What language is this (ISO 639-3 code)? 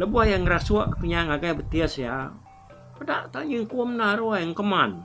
iba